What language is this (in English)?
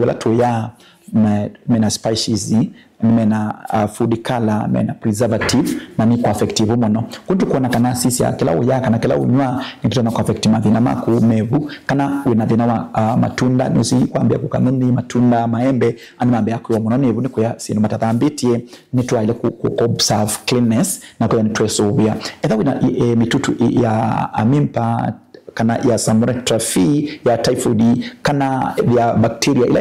Kamba